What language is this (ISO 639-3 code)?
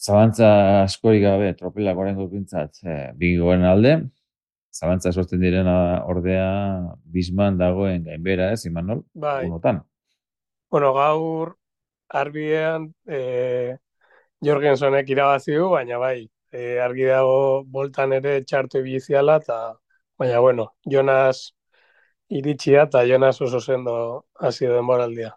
eus